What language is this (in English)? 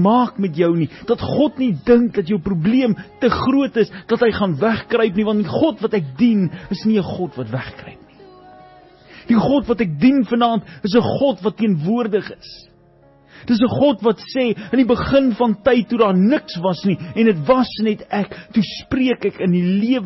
Afrikaans